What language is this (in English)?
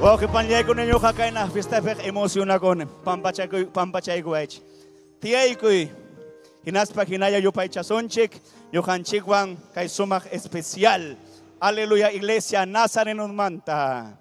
Ayacucho Quechua